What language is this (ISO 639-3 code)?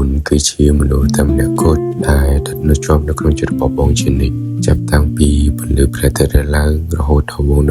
khm